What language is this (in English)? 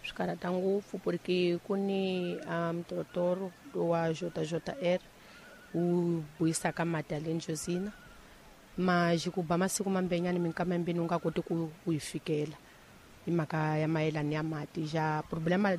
Tsonga